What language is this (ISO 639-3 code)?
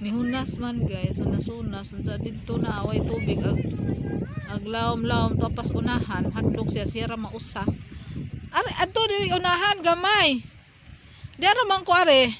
ceb